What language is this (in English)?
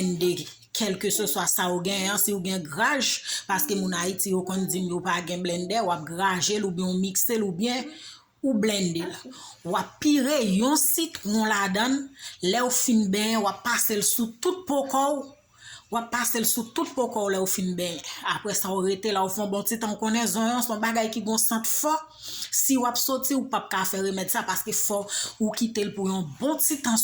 Haitian Creole